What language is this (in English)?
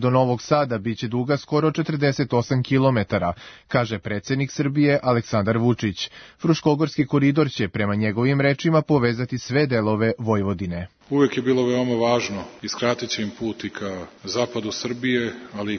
Serbian